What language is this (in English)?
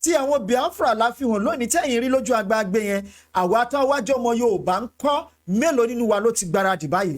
Yoruba